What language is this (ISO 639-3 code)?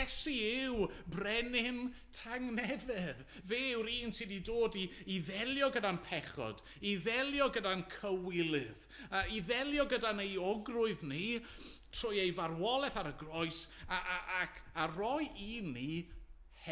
cym